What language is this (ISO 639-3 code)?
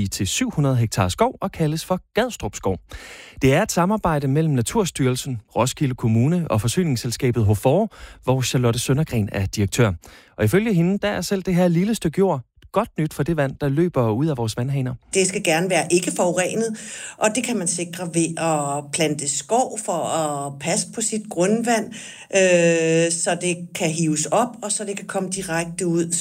dan